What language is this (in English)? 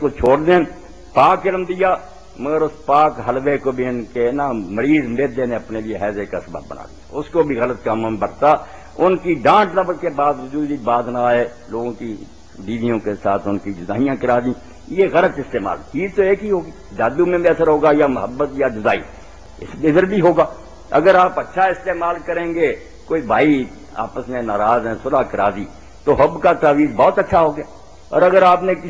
Urdu